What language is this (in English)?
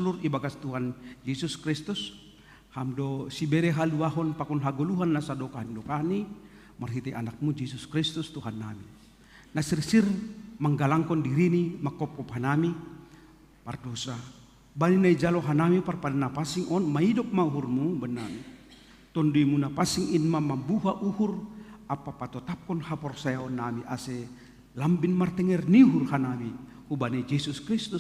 Batak Simalungun